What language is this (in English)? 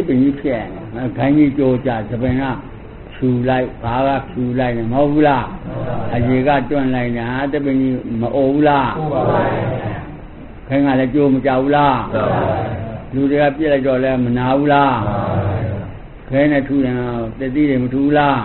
Burmese